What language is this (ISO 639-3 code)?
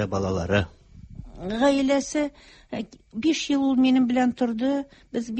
tat